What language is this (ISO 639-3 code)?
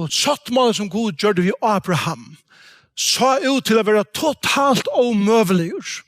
fao